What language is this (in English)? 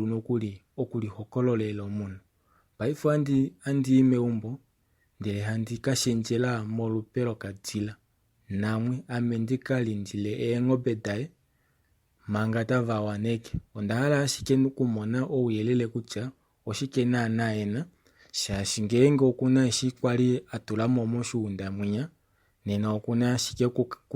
Kuanyama